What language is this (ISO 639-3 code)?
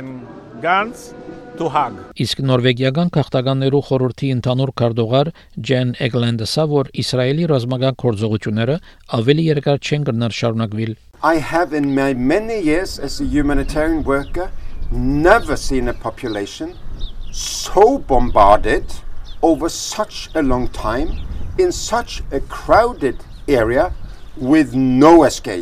hye